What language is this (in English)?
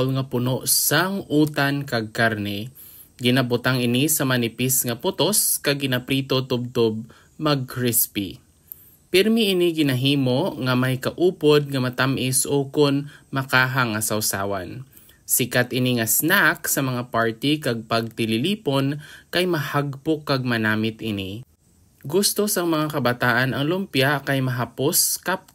Hiligaynon